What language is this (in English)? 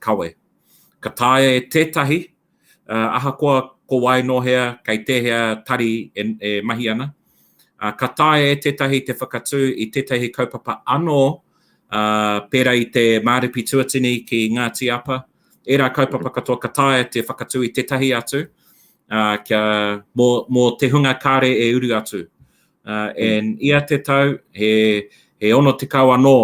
Māori